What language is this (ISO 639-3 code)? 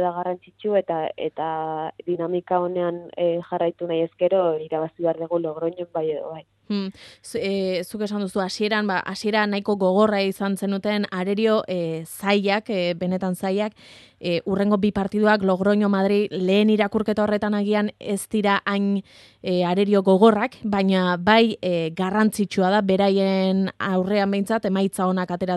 eus